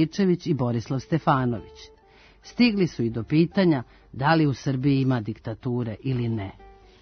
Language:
Serbian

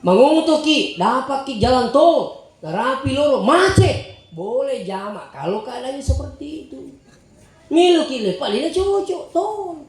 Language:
Buginese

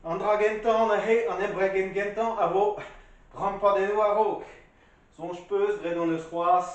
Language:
Breton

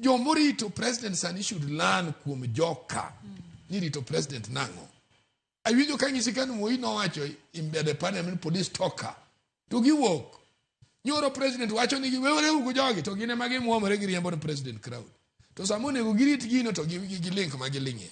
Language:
Luo (Kenya and Tanzania)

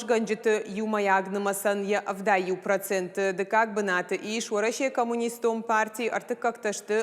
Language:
Ossetic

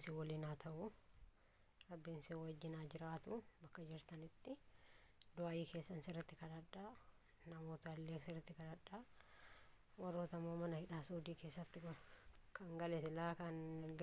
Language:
Oromo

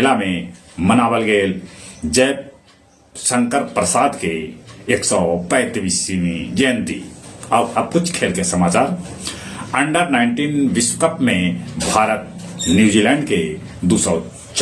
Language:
Magahi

